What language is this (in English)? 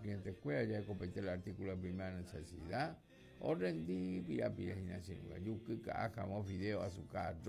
Guarani